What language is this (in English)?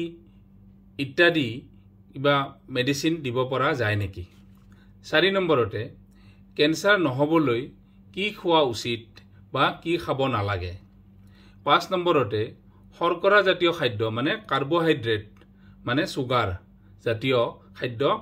Assamese